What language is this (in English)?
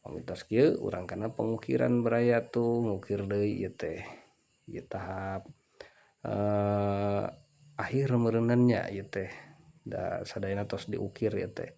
Sundanese